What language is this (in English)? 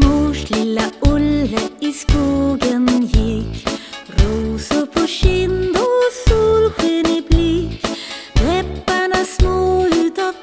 Swedish